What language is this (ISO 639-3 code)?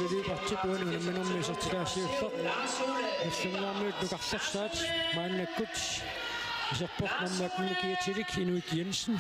kal